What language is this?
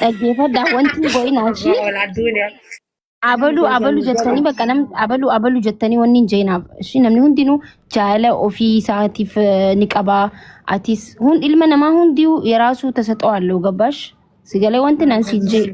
Oromo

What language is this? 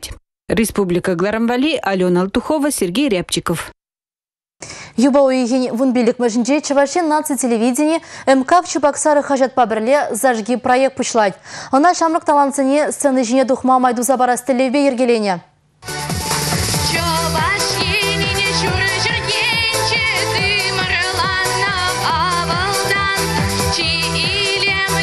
Chuvash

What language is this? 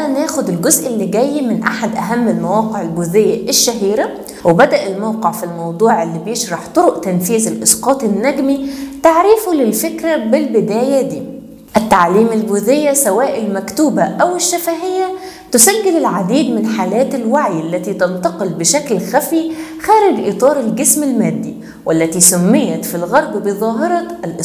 Egyptian Arabic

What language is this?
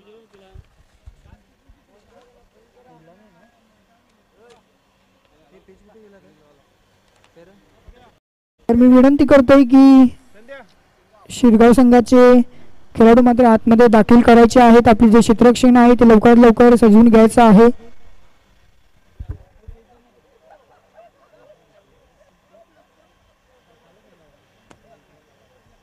Marathi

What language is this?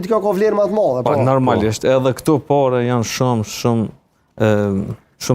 Albanian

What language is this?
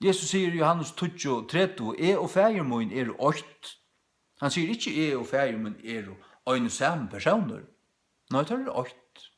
Faroese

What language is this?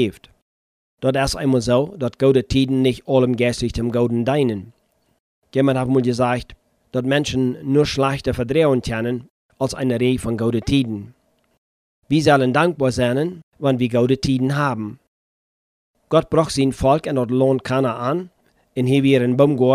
German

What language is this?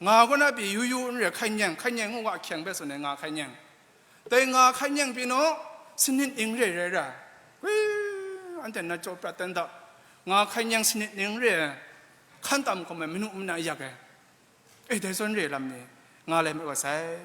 Kachin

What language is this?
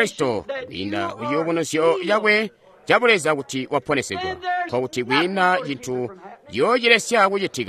Tonga (Zambia)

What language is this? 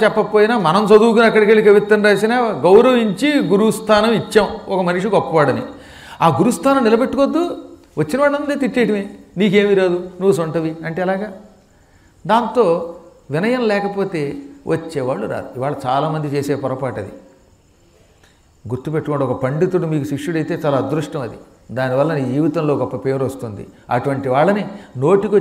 Telugu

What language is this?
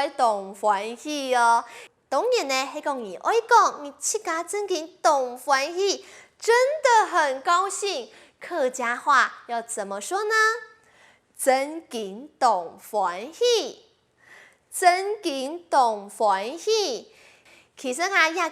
Hakka Chinese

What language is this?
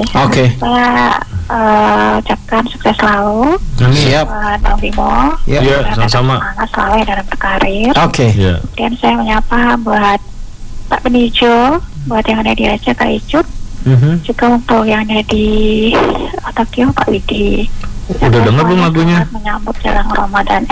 Indonesian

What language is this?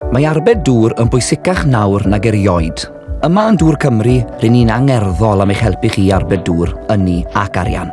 Welsh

